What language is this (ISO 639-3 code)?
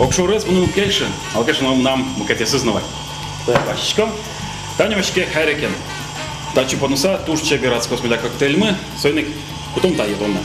udm